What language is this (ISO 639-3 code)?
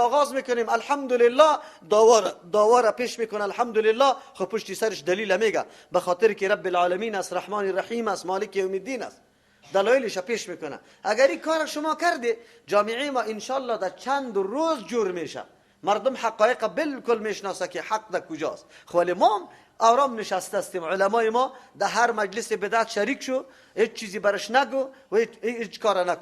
fas